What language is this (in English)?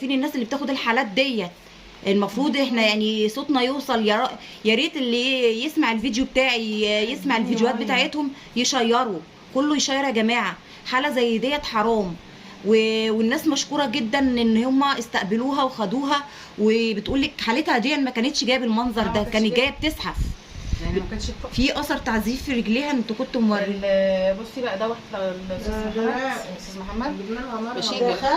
Egyptian Arabic